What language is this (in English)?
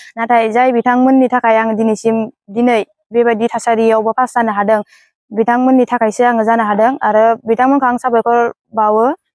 Bodo